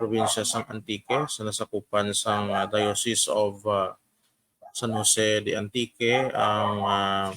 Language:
Hiligaynon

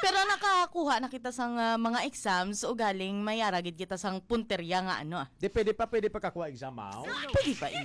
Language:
Hiligaynon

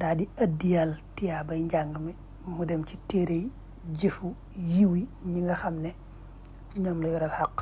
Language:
Wolof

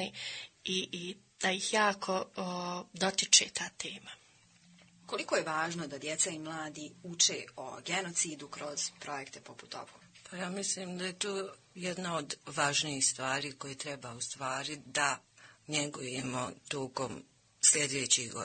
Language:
Bosnian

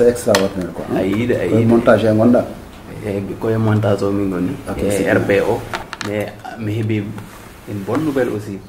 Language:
Fula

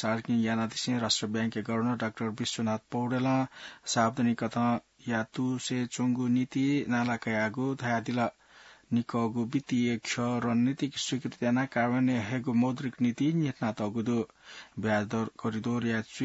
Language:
Newari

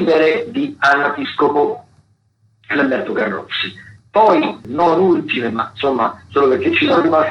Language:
Italian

